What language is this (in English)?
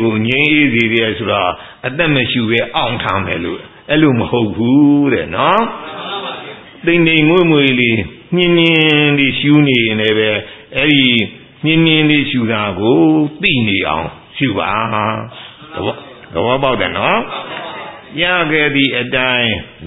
Burmese